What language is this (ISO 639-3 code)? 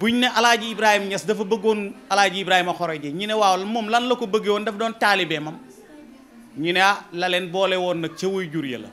wol